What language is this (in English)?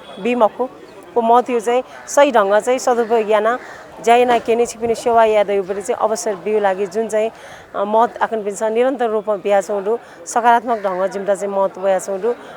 Newari